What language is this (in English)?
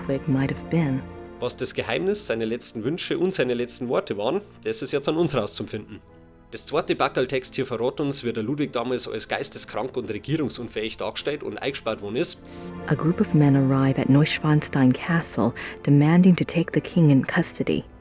Bavarian